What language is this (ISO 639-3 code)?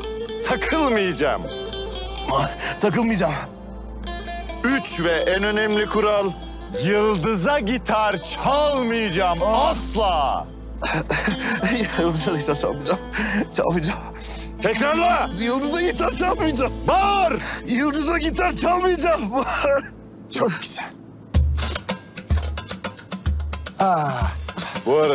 tur